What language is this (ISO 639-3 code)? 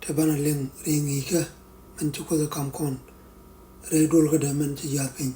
nus